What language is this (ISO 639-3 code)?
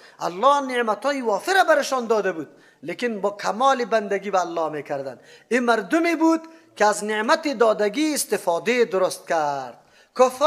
fas